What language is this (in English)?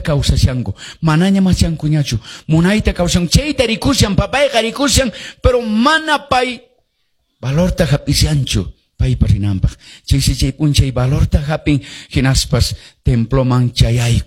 Quechua